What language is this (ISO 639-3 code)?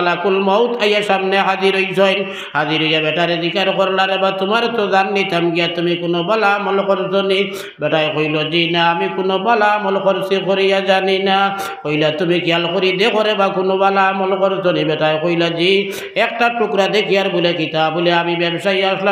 syl